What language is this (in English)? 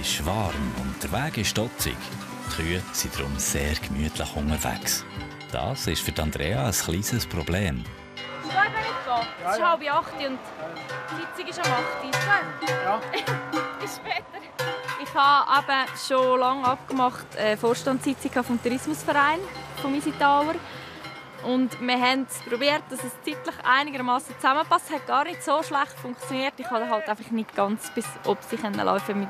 Swiss German